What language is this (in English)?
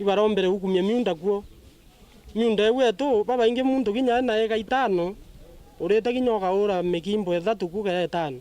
Meru